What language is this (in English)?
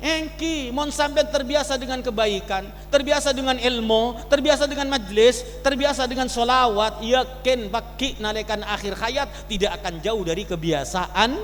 Madurese